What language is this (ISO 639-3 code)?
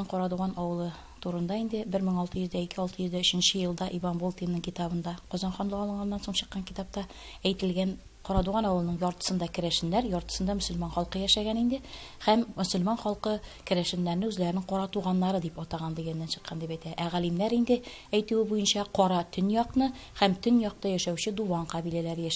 tat